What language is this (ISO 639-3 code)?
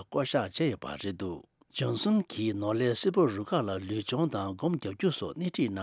bod